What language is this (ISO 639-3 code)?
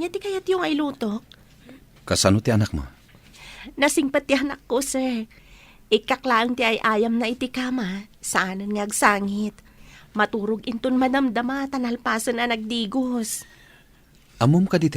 ilo